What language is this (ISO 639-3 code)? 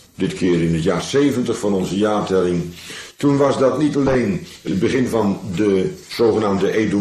nld